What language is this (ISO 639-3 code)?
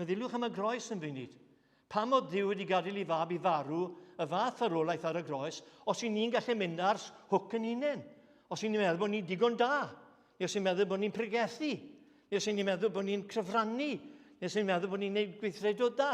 cym